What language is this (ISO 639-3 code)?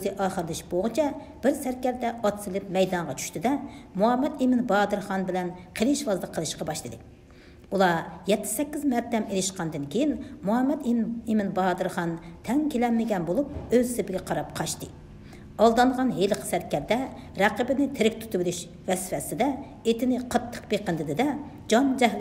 uig